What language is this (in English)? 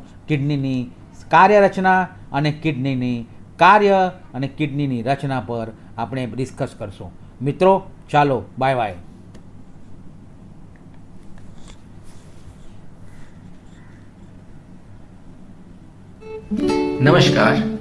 Gujarati